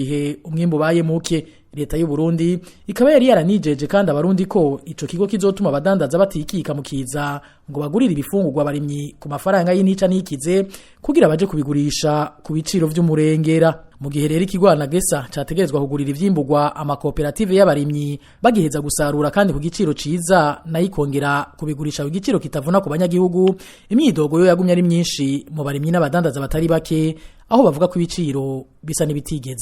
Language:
Rundi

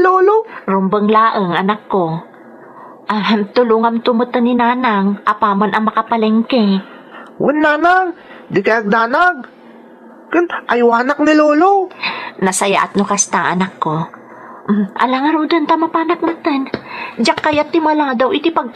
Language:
Iloko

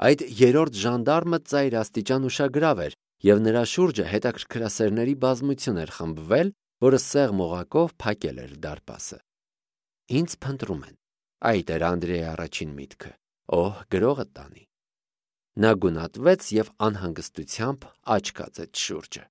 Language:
Armenian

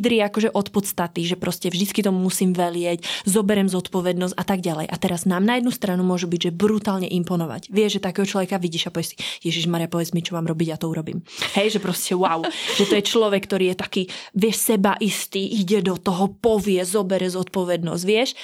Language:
Slovak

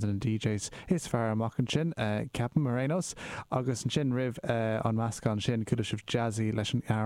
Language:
Irish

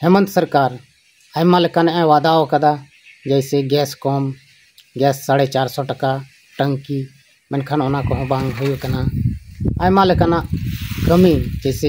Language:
Santali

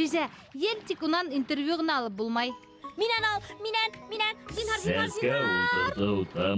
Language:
Bashkir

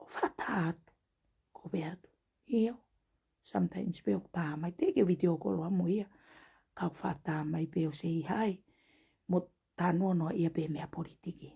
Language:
Tongan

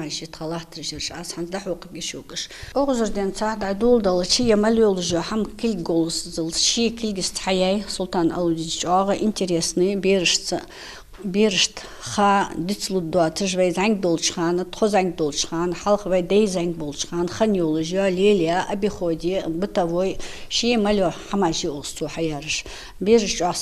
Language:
Ingush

